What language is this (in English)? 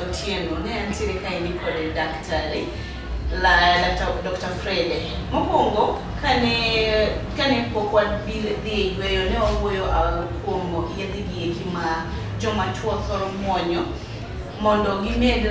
Luo (Kenya and Tanzania)